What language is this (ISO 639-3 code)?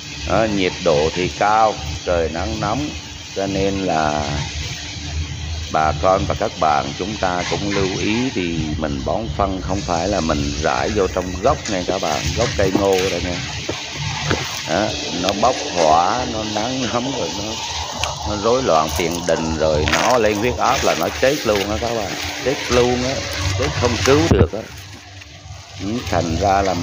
vie